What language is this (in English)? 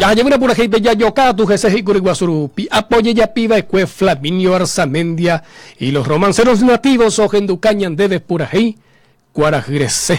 Guarani